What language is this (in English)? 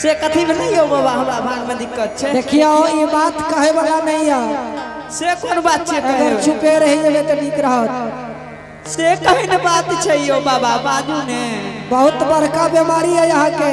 Angika